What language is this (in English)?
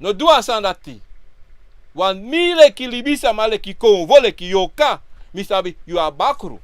Sranan Tongo